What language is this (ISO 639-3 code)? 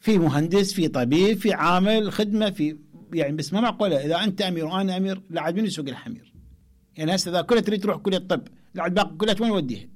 acm